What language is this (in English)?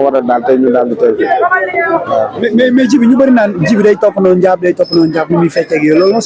Wolof